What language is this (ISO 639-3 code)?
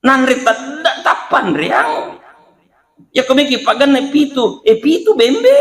bug